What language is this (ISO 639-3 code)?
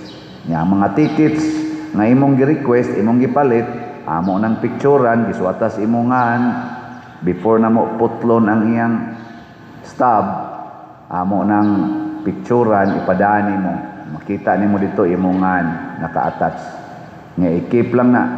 ceb